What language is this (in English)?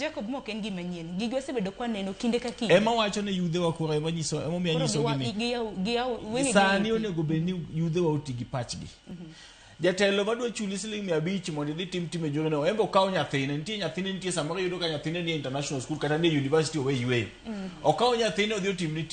Luo (Kenya and Tanzania)